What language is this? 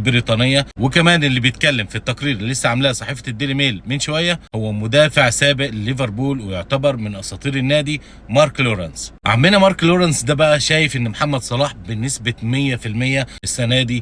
Egyptian Arabic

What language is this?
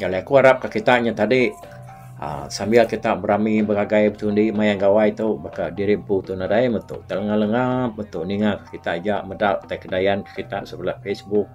Iban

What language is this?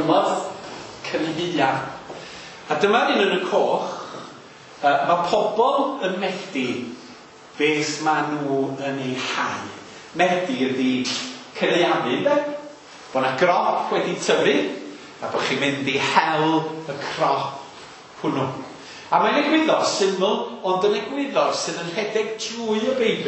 Welsh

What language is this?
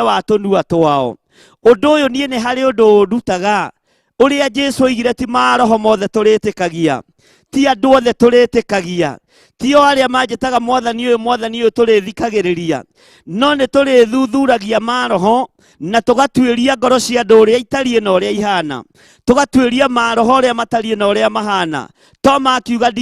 Kikuyu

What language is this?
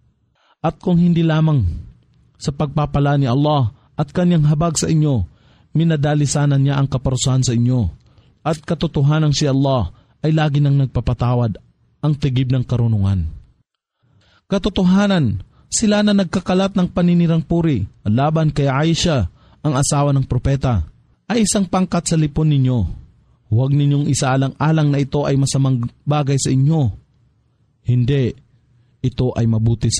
Filipino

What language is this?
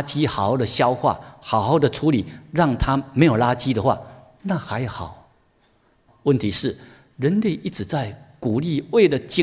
Chinese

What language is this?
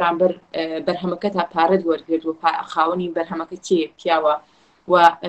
Central Kurdish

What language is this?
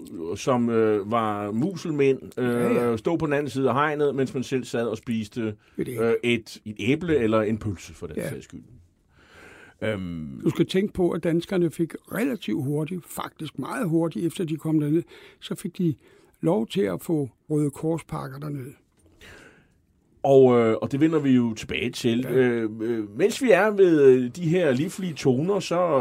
Danish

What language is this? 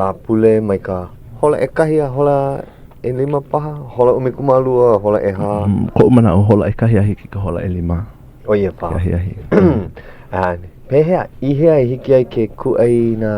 Hawaiian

